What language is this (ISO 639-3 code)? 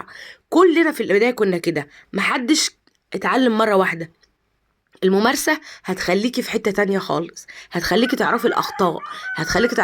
arz